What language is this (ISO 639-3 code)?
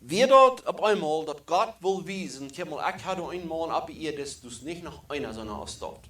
pdt